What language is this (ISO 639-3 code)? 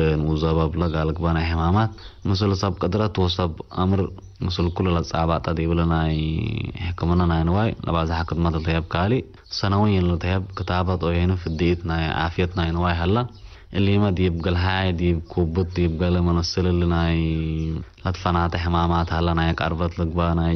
tig